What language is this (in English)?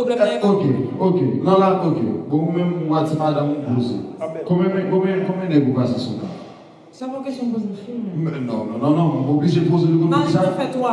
Haitian Creole